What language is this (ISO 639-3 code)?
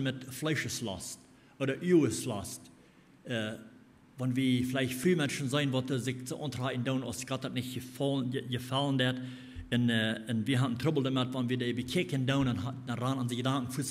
pdt